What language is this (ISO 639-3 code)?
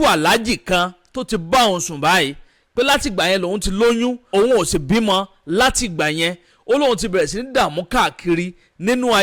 yor